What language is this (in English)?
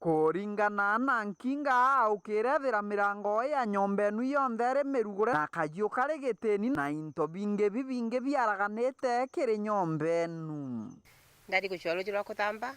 Meru